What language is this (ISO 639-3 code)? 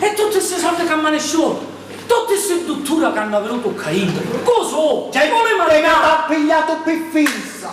scn